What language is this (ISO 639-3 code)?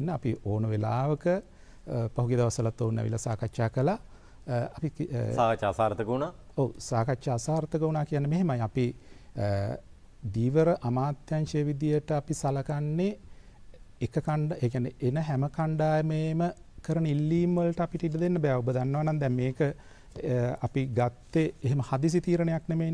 sin